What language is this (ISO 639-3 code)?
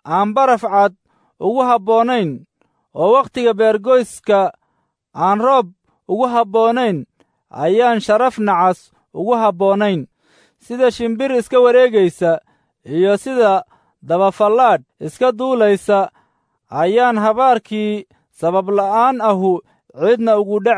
som